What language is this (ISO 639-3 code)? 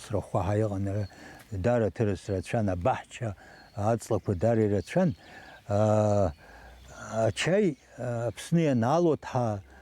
abk